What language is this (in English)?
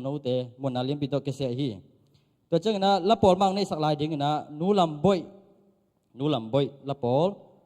Tedim Chin